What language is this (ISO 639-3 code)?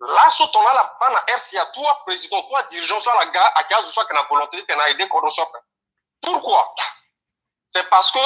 sag